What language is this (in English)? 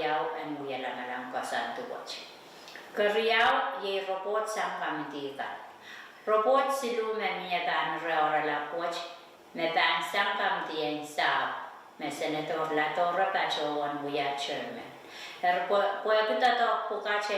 Pohnpeian